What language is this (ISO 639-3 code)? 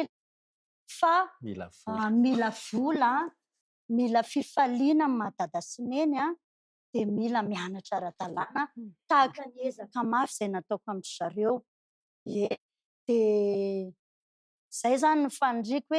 mlg